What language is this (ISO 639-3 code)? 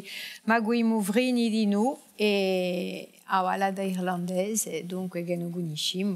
cos